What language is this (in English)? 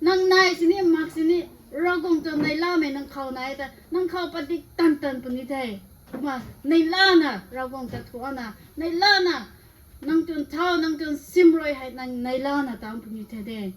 Rongmei Naga